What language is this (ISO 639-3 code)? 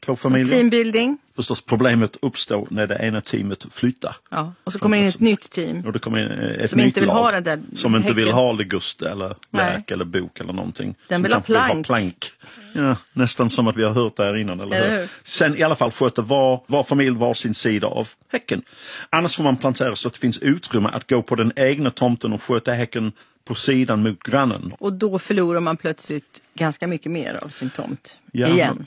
swe